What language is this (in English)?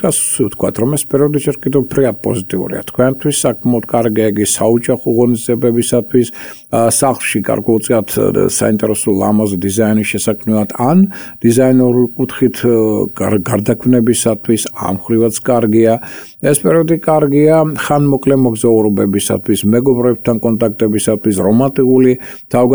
Georgian